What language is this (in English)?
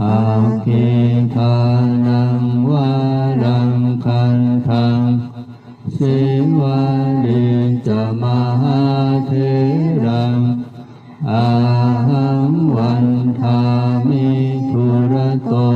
Pali